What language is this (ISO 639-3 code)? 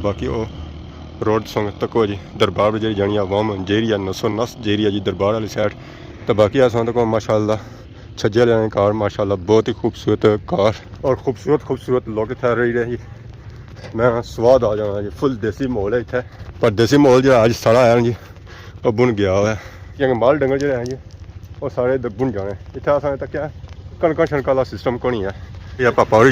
phr